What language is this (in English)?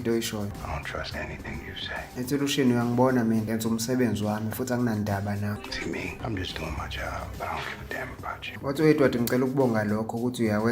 Zulu